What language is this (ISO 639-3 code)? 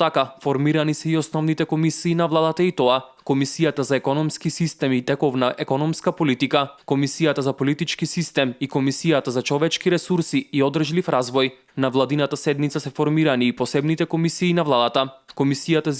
mkd